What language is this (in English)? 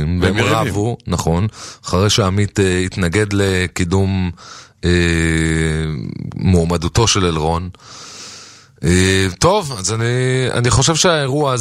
Hebrew